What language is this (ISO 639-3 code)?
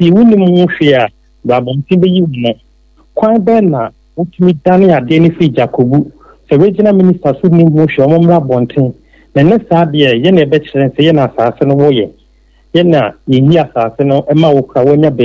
aka